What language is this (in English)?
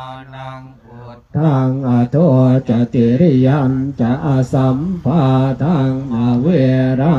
Pali